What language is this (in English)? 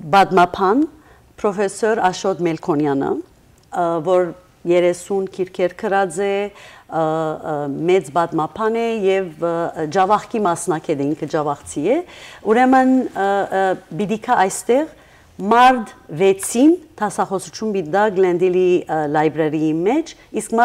Western Armenian